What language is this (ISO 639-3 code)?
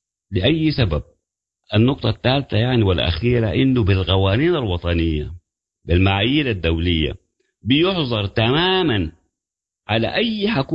apd